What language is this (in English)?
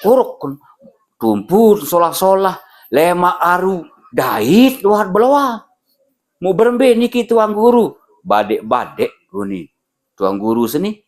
Sasak